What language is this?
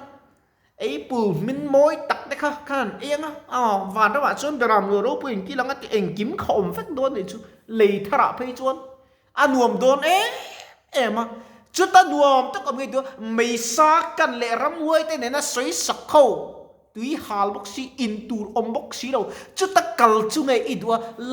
Mizo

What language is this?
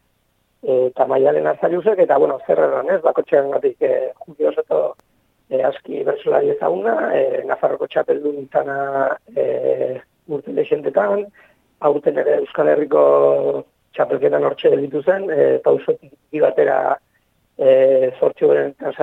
Basque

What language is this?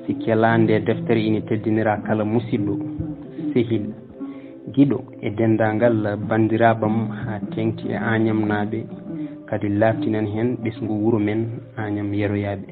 Fula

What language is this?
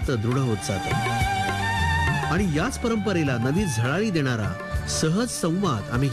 Marathi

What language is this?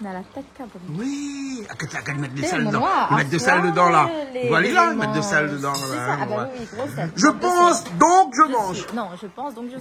Réunion Creole French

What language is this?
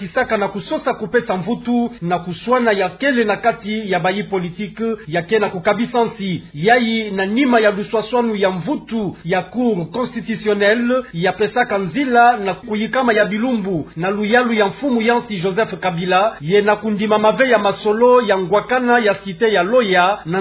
Kituba (Democratic Republic of Congo)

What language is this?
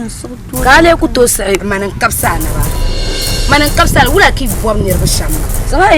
Dagbani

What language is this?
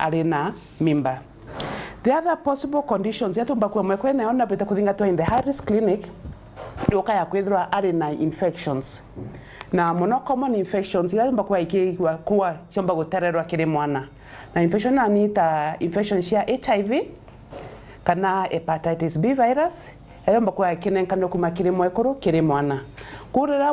Meru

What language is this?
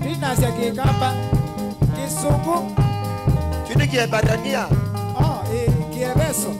Kamba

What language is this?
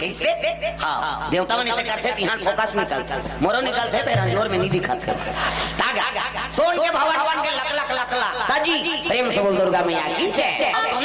Chhattisgarhi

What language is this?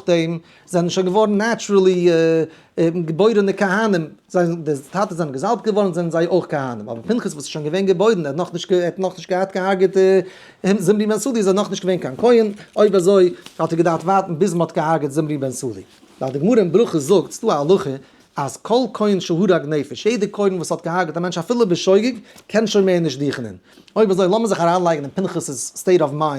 Yiddish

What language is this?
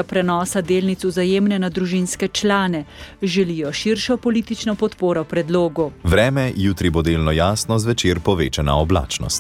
Slovenian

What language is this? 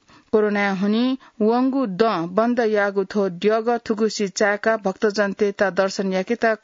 Newari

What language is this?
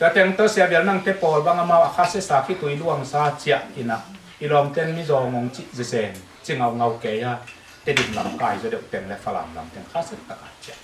Tedim Chin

